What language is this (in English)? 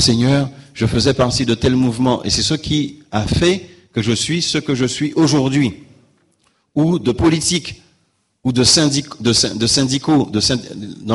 French